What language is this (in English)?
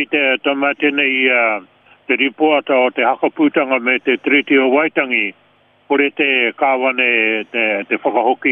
Māori